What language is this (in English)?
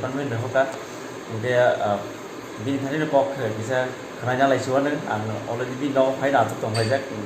Kok Borok